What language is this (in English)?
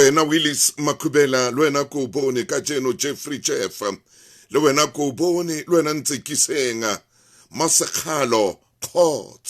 Southern Sotho